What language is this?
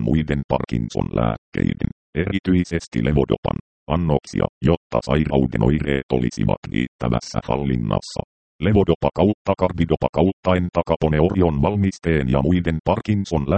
Finnish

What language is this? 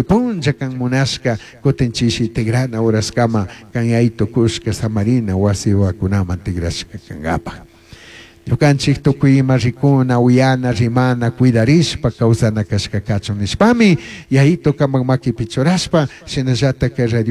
Chimborazo Highland Quichua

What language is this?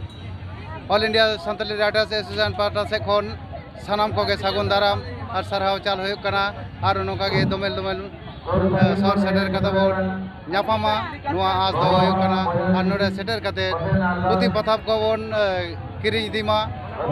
Santali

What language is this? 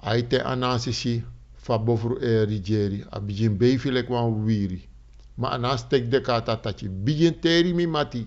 Sranan Tongo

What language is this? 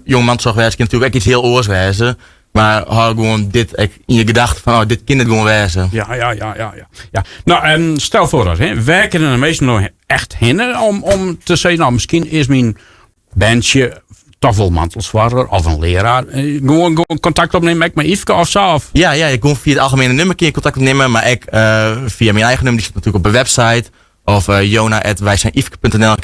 Western Frisian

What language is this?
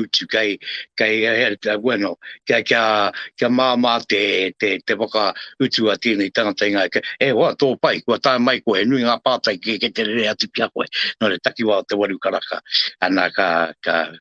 Māori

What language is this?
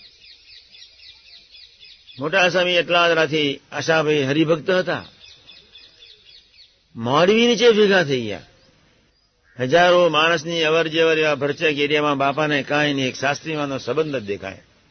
Gujarati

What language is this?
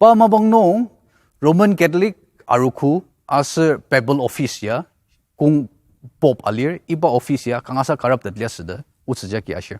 Ao Naga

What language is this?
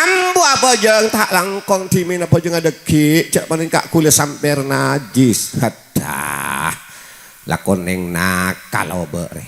Madurese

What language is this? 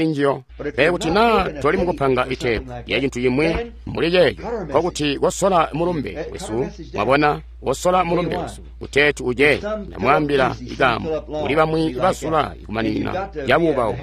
Tonga (Zambia)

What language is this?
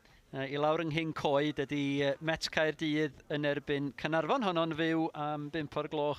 Welsh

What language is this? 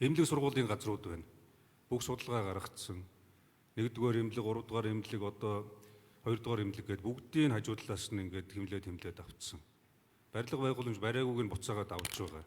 Mongolian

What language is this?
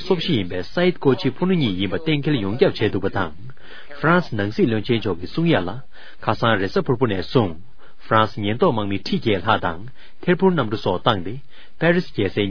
Tibetan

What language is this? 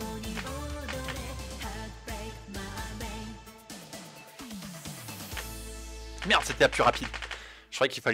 French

